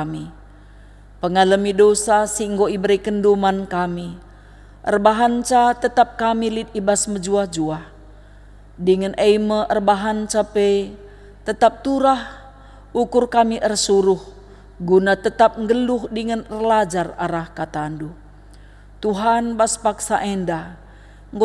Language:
Batak Karo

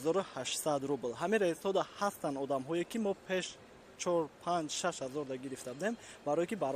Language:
Tajik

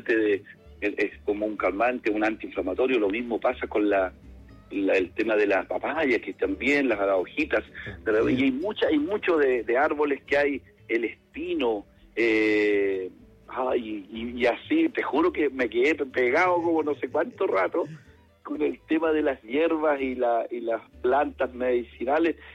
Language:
Spanish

